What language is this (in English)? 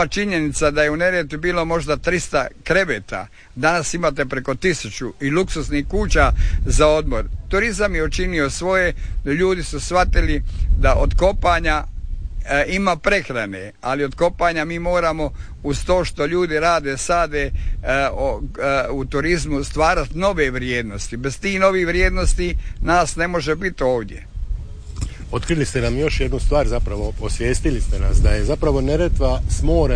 Croatian